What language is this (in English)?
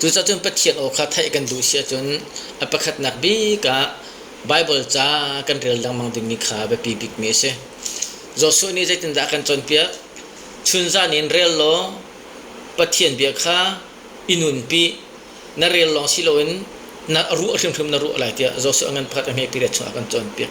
Hakha Chin